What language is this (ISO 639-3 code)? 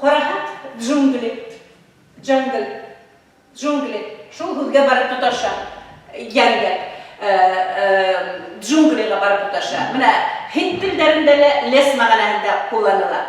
bak